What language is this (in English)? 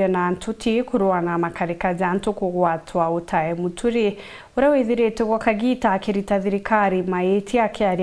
Meru